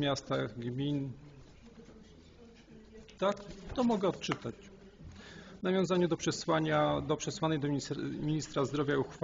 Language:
Polish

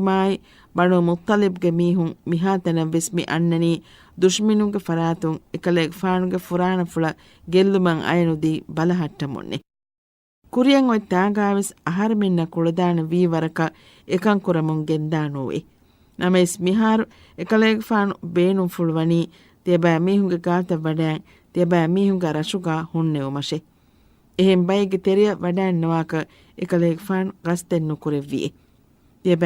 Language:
Divehi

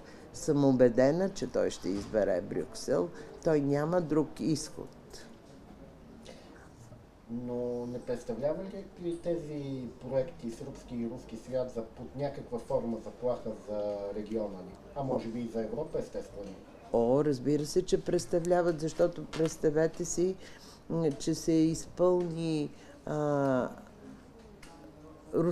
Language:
Bulgarian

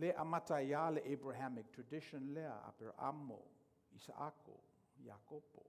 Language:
Samoan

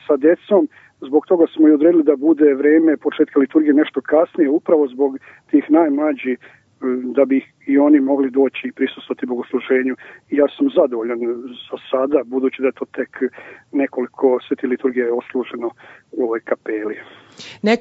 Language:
Serbian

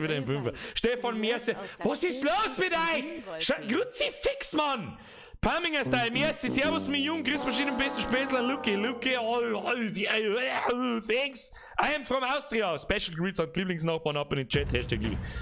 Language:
Bavarian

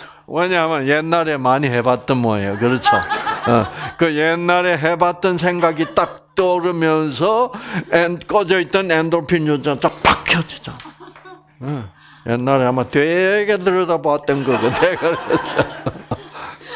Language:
Korean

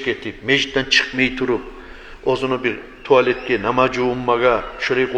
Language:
Kumyk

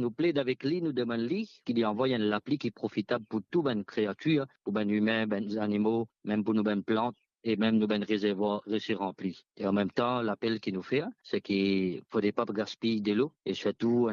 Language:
Morisyen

